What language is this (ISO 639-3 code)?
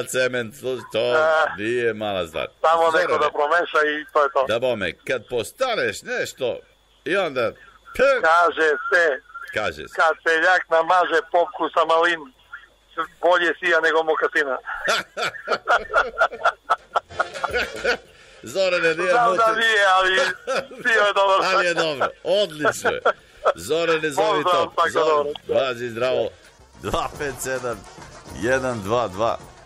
srp